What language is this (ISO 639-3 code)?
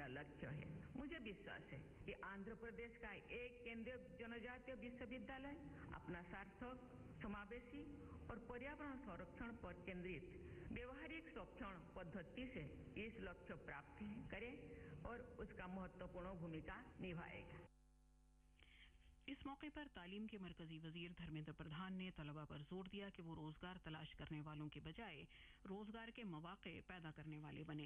urd